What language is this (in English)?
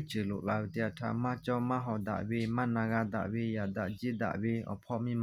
Lahu